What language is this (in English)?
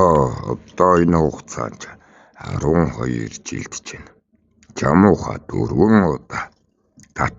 Mongolian